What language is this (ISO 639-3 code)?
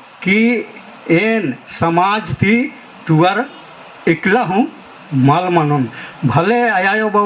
kru